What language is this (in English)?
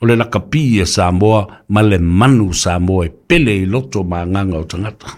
Samoan